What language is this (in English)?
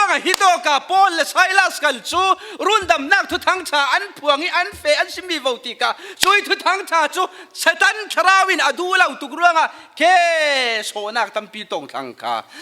Falam Chin